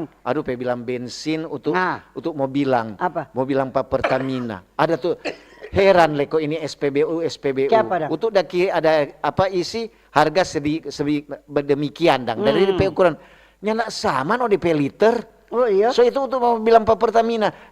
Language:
Manado Malay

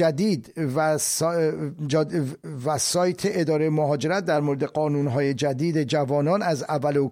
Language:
Persian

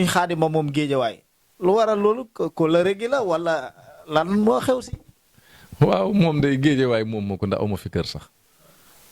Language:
Wolof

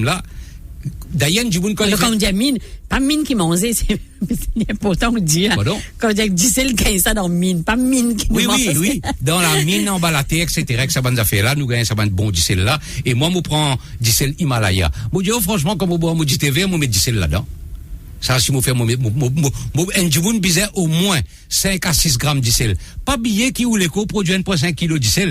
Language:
Morisyen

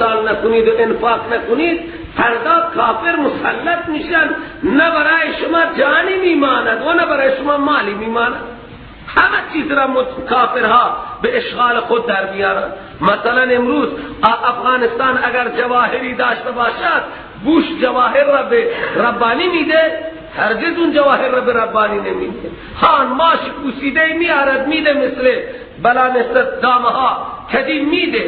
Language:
Persian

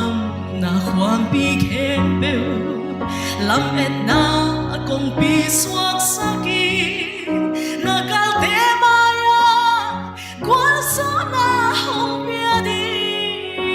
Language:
Paite Chin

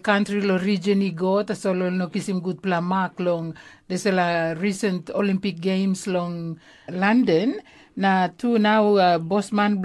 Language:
Tok Pisin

